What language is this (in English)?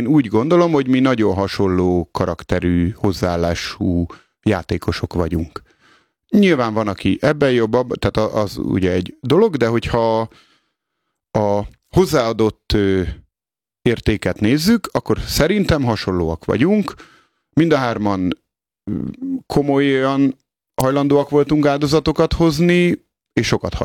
Hungarian